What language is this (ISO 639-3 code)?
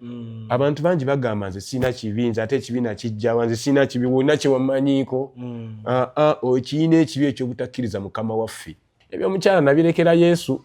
lug